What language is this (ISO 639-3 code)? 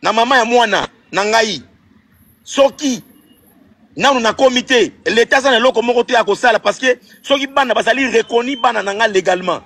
lin